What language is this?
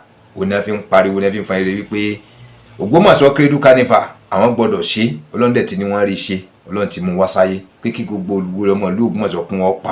Yoruba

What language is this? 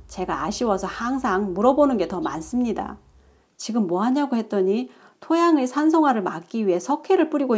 Korean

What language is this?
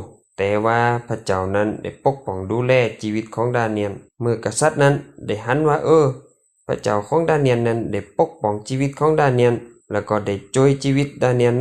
Lao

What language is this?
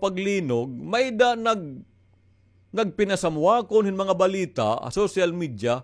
Waray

